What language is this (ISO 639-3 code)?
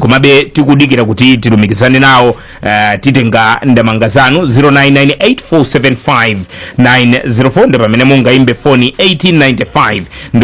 nya